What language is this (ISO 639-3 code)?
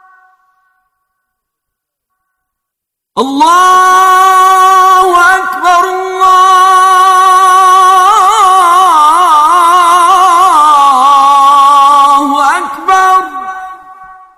ara